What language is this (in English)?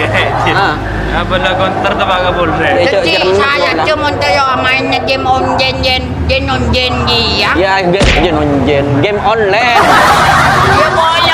Madurese